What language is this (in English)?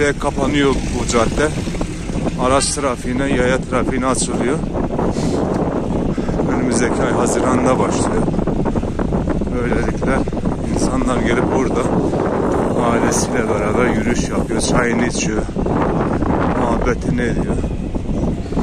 Turkish